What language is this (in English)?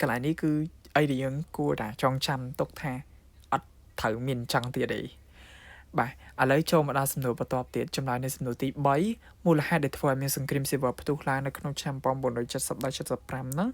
Khmer